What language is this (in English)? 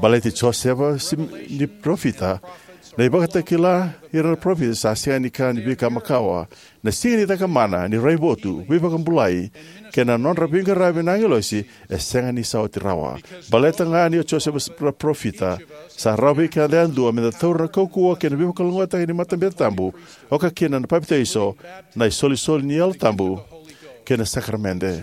Fijian